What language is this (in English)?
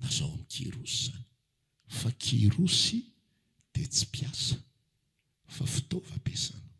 Malagasy